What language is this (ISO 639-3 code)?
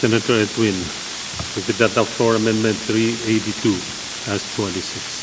pon